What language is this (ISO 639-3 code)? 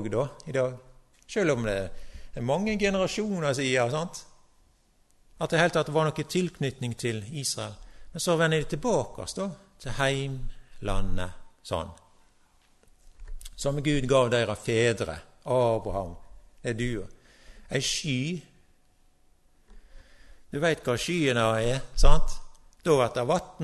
nor